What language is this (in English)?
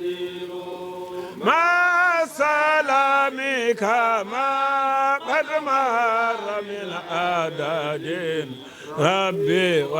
Fula